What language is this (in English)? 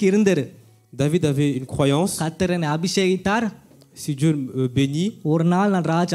Tamil